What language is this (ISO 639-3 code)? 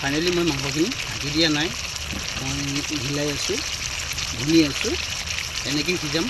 asm